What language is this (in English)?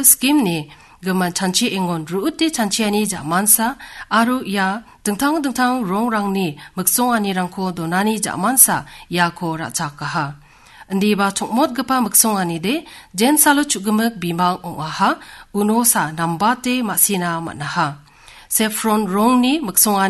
Garo